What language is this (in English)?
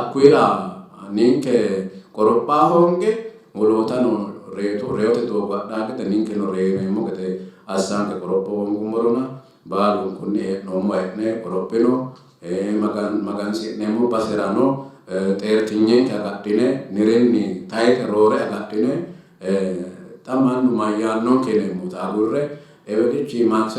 Sidamo